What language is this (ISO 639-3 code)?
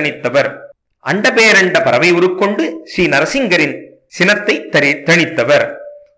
tam